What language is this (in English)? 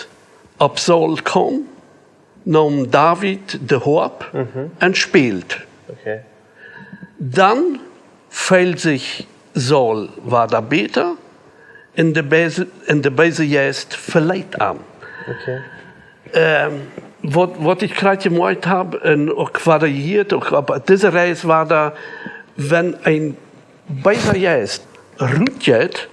Plautdietsch